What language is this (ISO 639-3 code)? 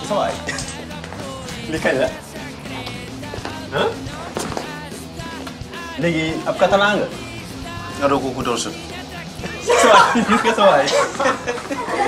cat